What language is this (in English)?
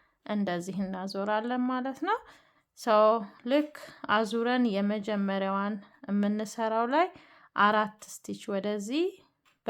Amharic